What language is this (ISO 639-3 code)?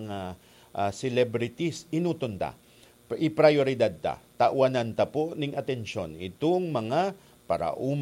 bik